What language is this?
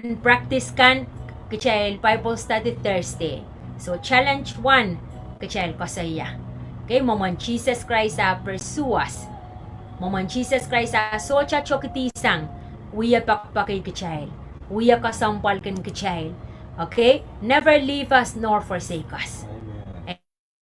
Pohnpeian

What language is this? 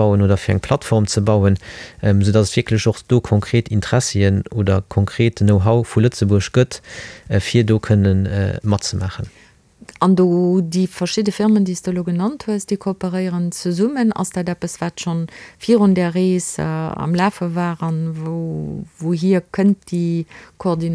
Luxembourgish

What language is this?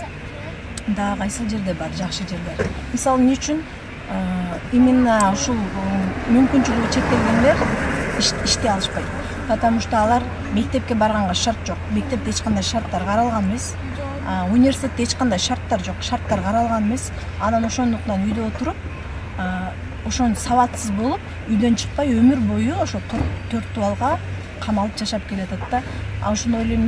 Kyrgyz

